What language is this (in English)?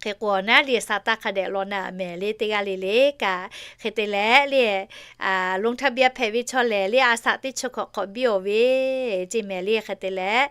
Lahu